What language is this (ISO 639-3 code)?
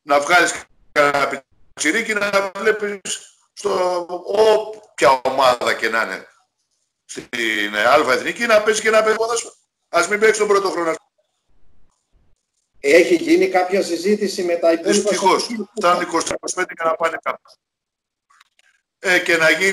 ell